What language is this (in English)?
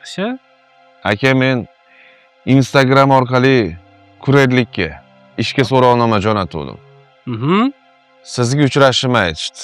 Uzbek